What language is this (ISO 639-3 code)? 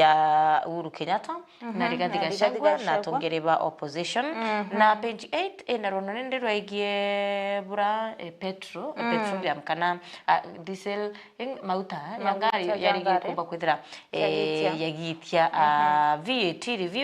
mer